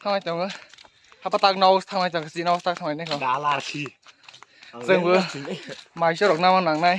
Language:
Kok Borok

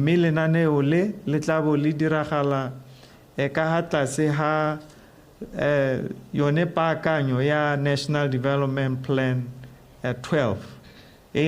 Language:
Tswana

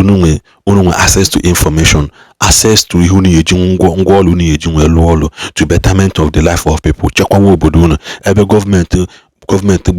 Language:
Igbo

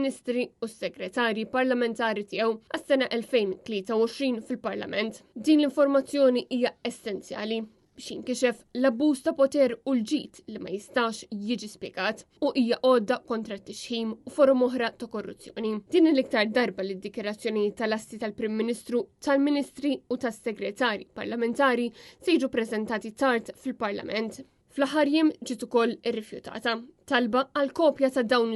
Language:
Maltese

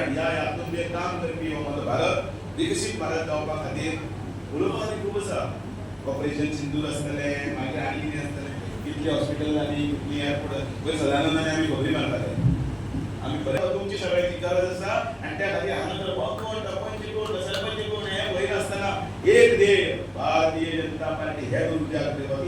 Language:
Konkani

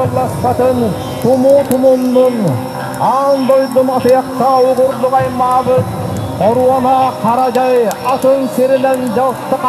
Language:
Yakut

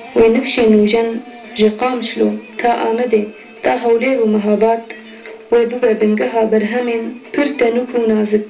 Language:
Kurdish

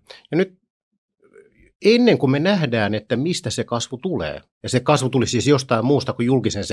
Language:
Finnish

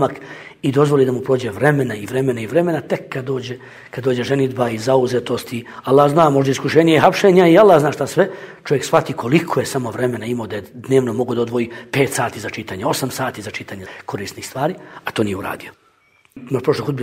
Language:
Bosnian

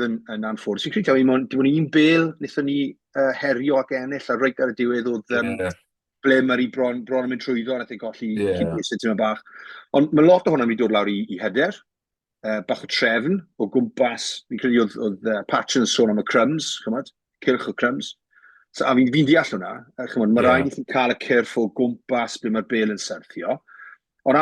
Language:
Welsh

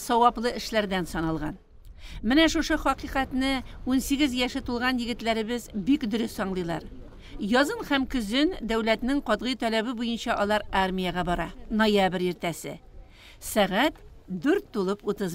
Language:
Tatar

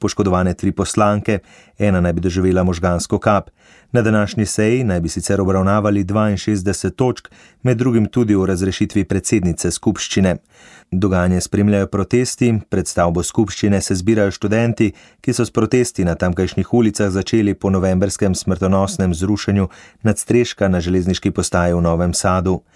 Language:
Slovenian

